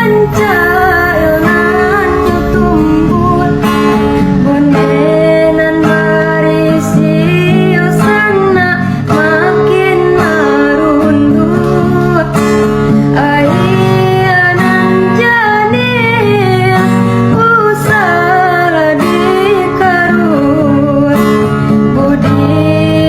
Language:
Minangkabau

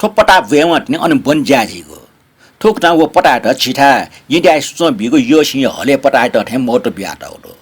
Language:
Newari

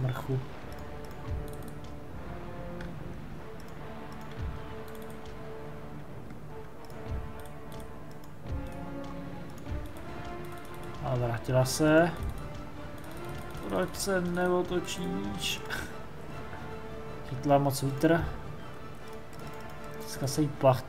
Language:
Czech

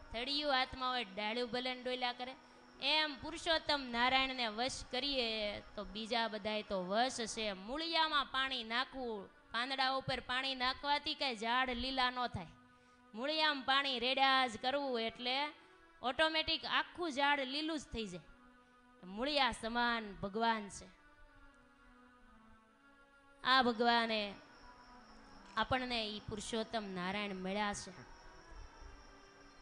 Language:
Gujarati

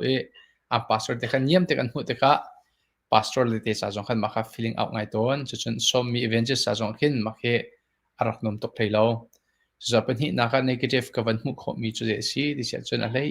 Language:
Hakha Chin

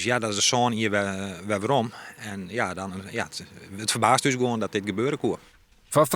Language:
Western Frisian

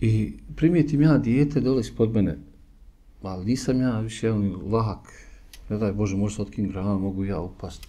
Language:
Bosnian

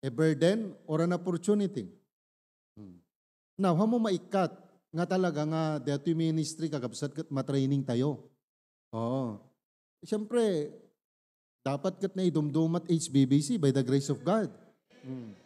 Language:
Iloko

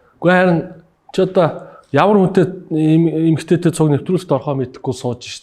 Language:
Mongolian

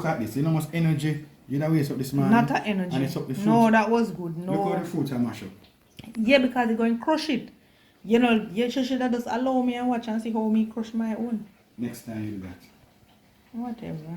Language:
Jamaican Creole English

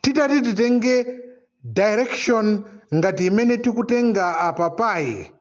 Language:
Nyanja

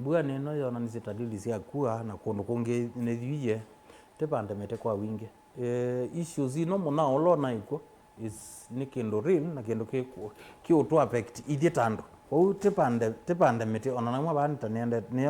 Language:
Kamba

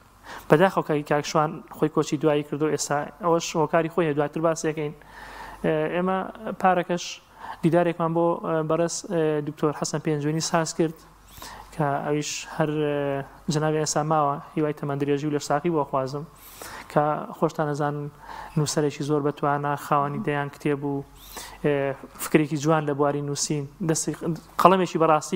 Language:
Central Kurdish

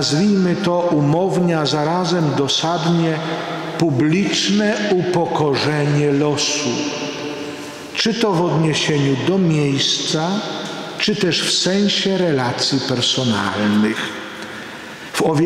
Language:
Polish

